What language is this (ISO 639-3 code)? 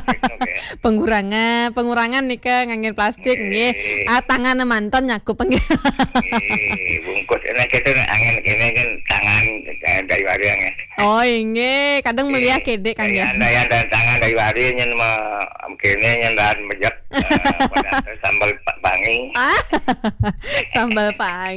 ban